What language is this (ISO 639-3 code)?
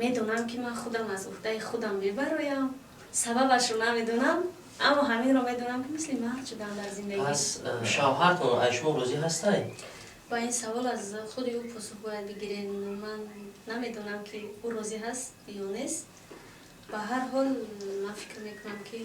tgk